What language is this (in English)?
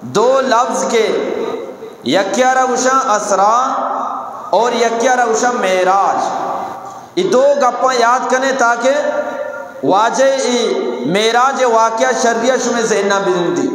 Eastern Balochi